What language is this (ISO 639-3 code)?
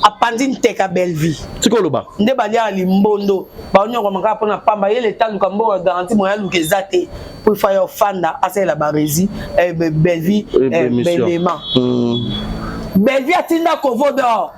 lin